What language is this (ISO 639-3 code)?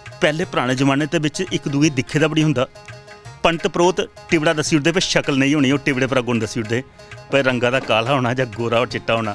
doi